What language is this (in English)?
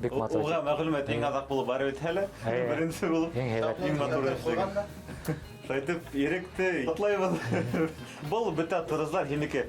Bashkir